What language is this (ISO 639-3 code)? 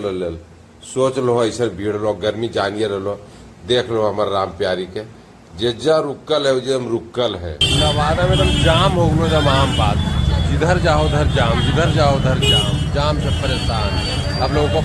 mag